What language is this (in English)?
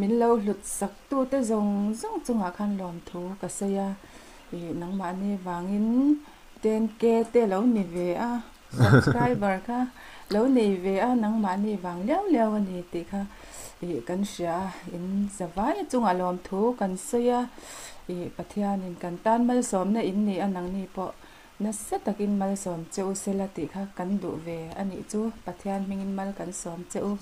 Mizo